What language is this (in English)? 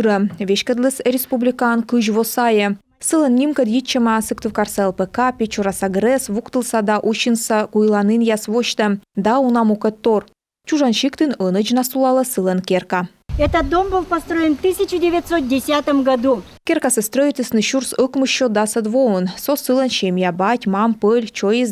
Komi